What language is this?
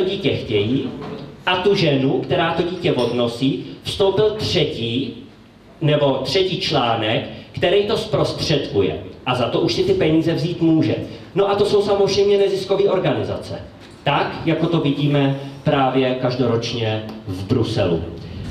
Czech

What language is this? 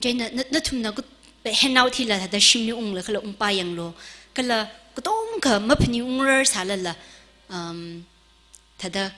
Tangkhul Naga (India)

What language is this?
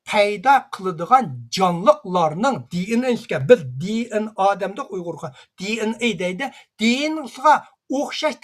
Uyghur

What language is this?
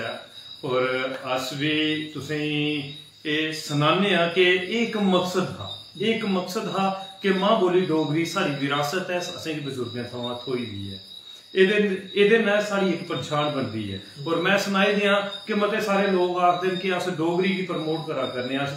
Dogri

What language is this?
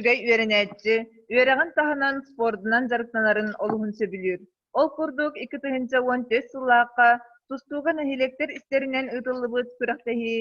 Yakut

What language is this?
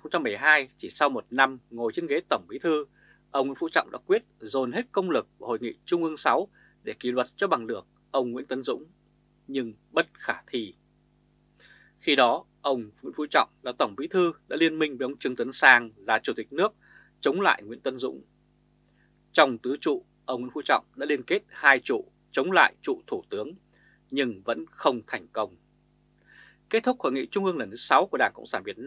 Vietnamese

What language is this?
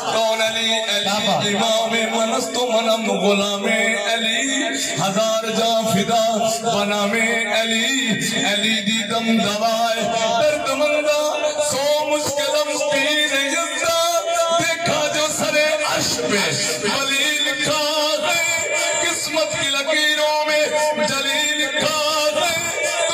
Saraiki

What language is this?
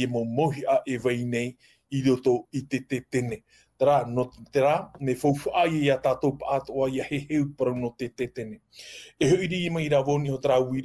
Tahitian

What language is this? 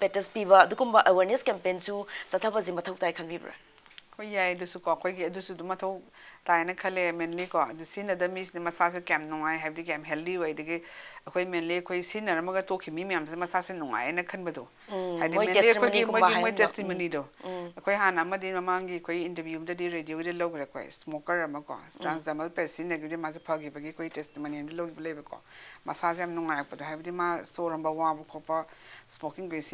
Manipuri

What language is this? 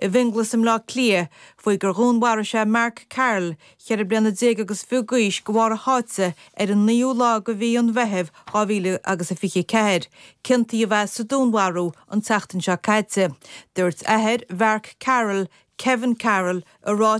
Irish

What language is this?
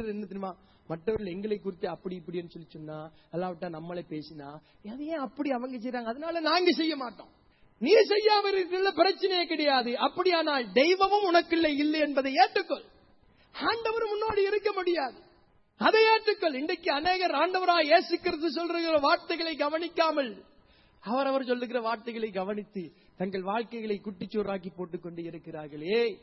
Tamil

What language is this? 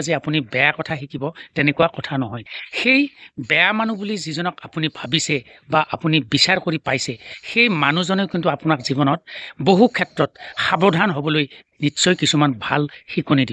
Assamese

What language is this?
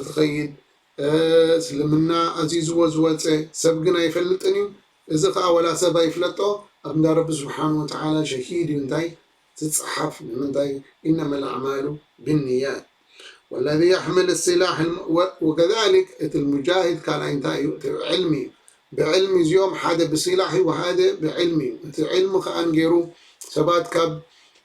Tigrinya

